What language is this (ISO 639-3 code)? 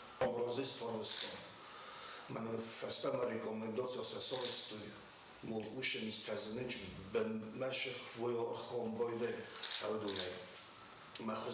oss